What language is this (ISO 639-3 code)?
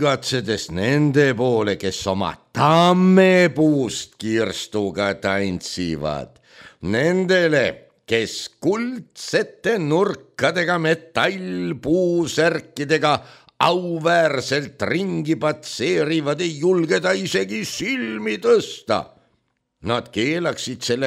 est